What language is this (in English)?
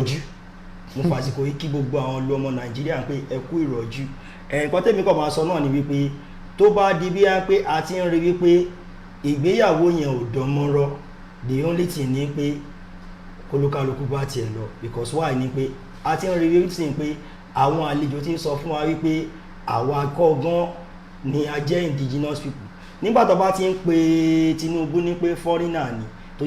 Yoruba